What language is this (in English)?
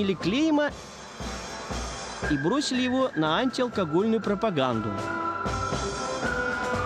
Russian